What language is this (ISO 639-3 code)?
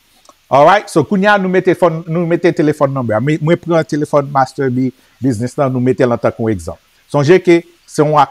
hat